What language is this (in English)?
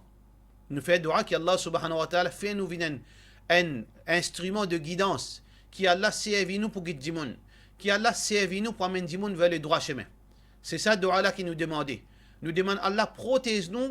Morisyen